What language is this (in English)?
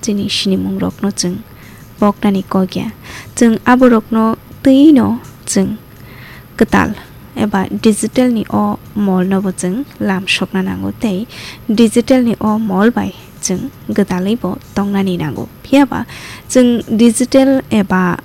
Kok Borok